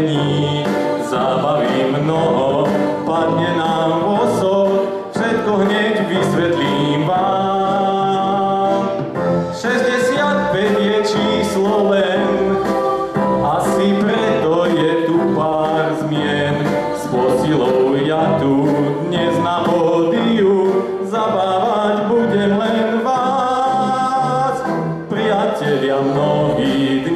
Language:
Slovak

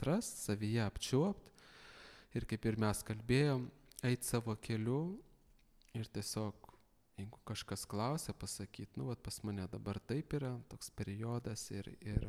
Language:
Lithuanian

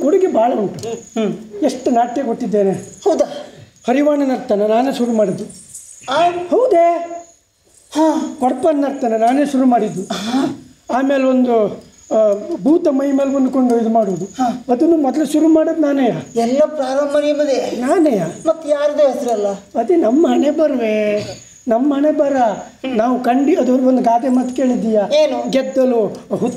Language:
Kannada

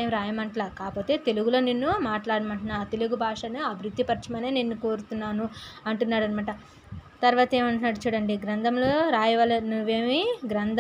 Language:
Telugu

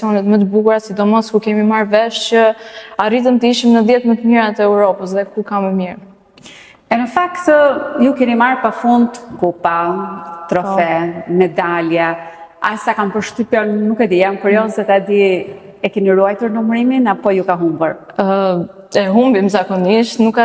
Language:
Albanian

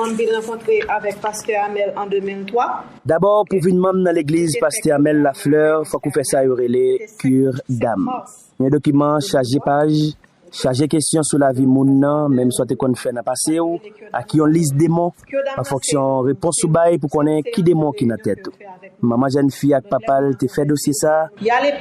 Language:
Haitian Creole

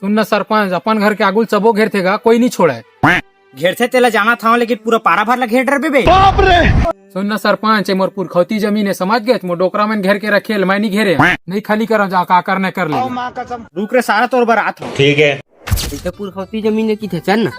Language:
Chhattisgarhi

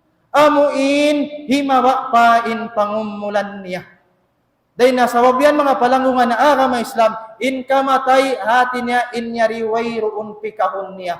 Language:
Tausug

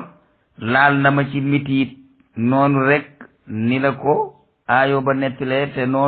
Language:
Wolof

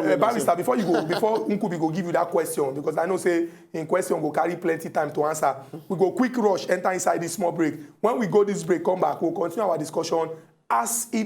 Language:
Nigerian Pidgin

